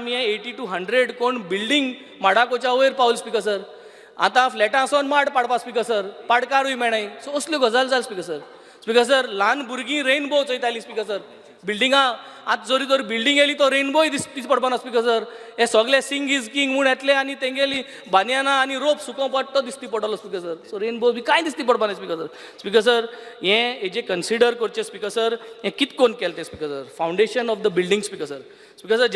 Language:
Konkani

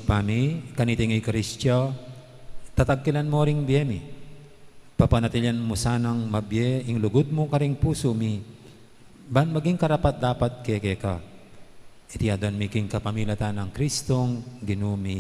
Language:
Pampanga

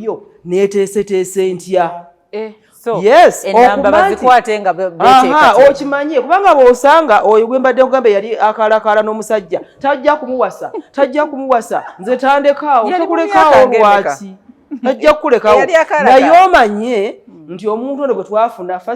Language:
Ganda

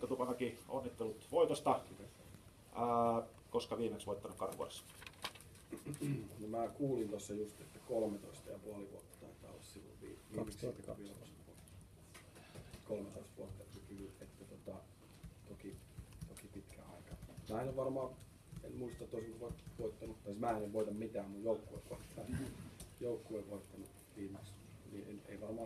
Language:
Finnish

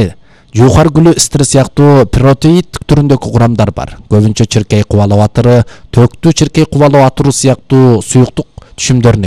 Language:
Kyrgyz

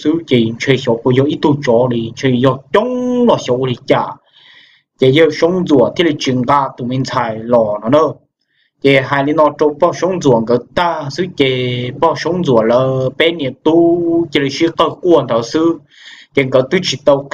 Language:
Hmong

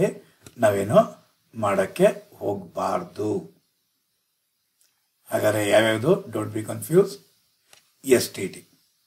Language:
Kannada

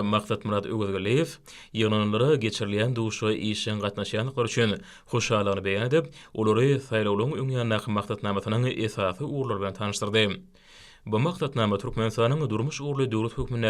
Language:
Turkmen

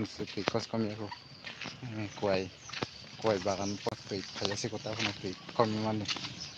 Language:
Kok Borok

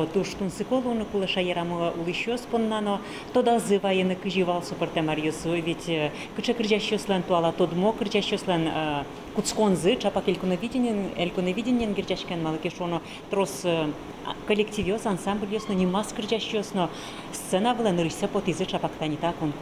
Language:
Udmurt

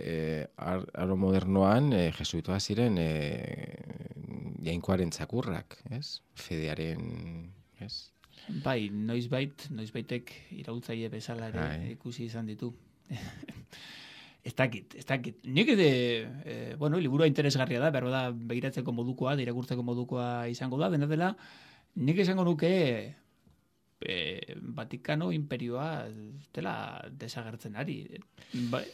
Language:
Basque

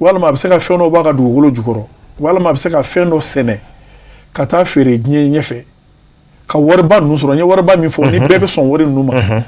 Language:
Bambara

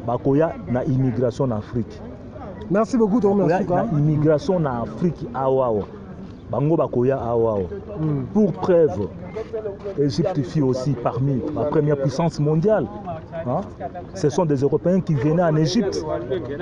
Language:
Lingala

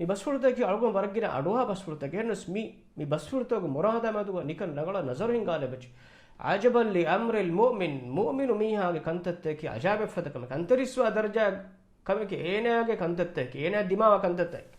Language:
Divehi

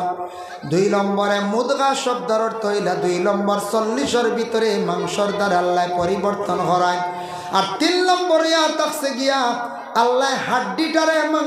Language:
Sylheti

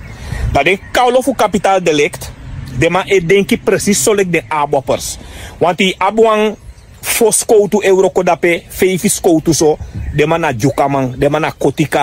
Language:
Sranan Tongo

